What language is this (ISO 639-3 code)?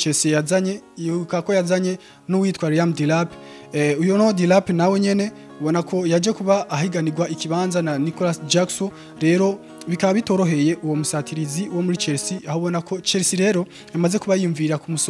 run